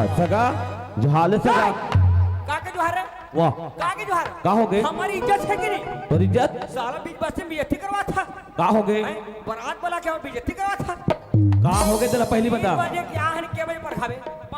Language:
Chhattisgarhi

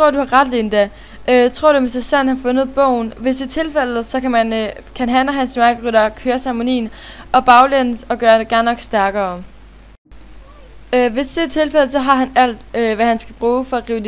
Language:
Danish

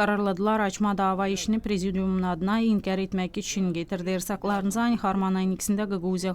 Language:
Gagauz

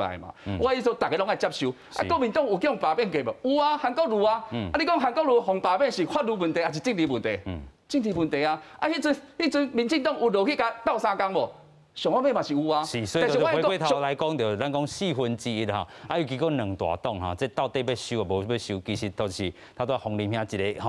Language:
Min Nan Chinese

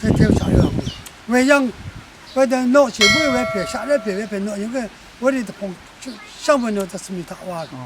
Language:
Rawang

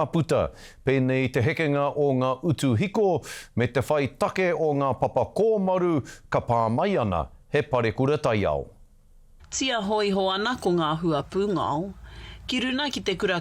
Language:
Māori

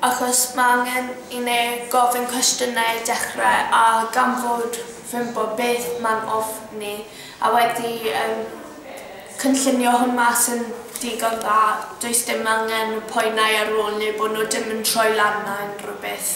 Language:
Welsh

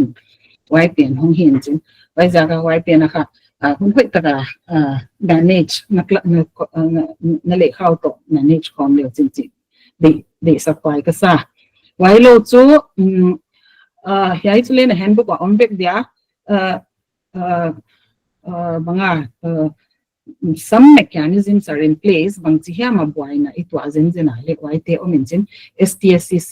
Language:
Paite Chin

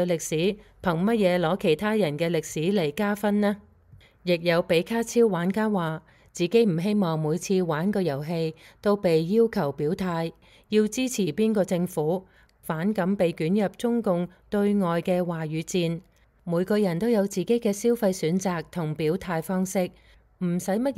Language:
Cantonese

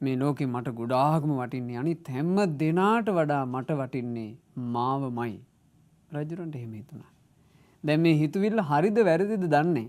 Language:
Sinhala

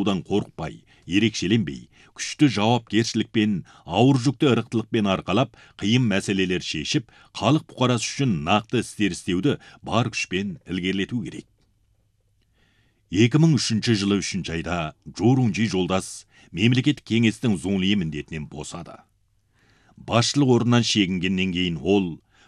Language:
Kazakh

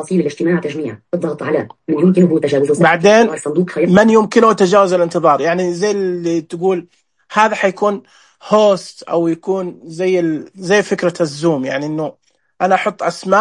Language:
Najdi Arabic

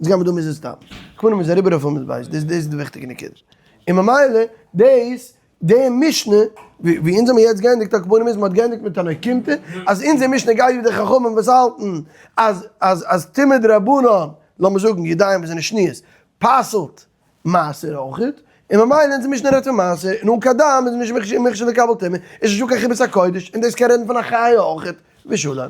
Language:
Yiddish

